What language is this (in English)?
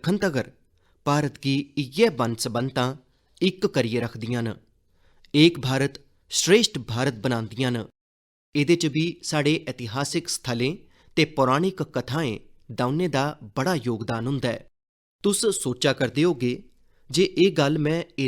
Dogri